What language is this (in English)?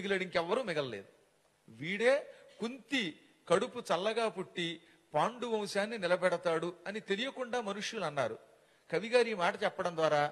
Telugu